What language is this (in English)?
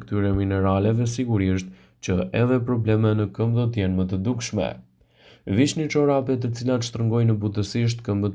Albanian